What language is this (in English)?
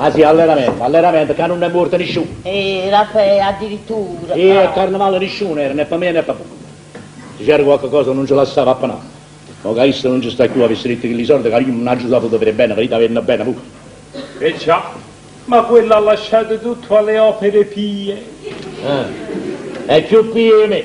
Neapolitan